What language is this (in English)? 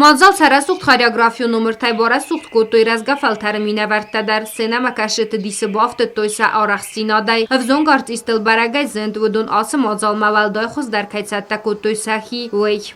Ossetic